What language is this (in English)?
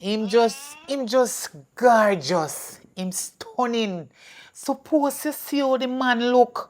Jamaican Creole English